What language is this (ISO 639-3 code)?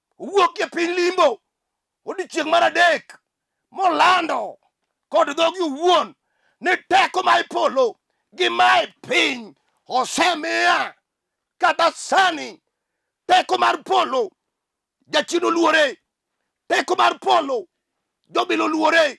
luo